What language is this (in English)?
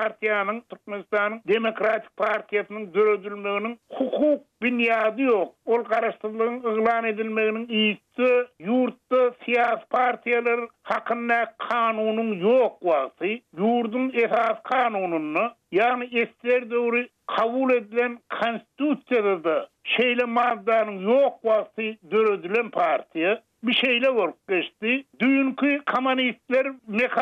Turkmen